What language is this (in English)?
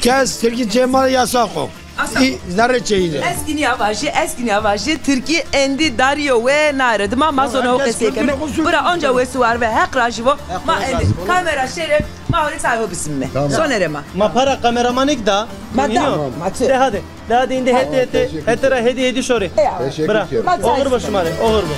Zaza